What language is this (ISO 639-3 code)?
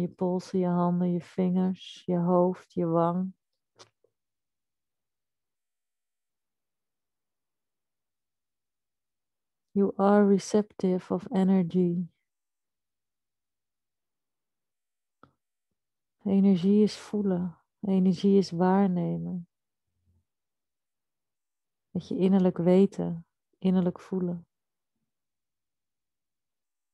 nld